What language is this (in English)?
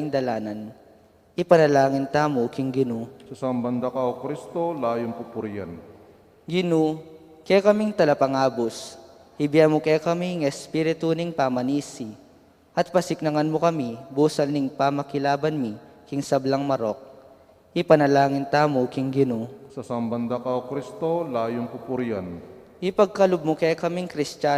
Pampanga